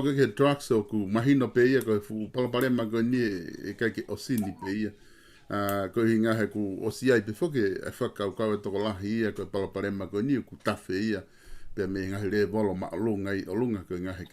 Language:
Tongan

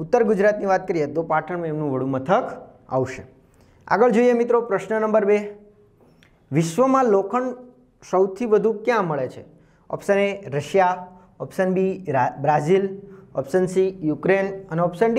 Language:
Gujarati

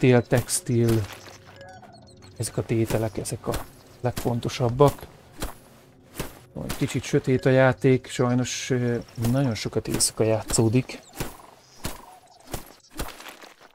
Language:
Hungarian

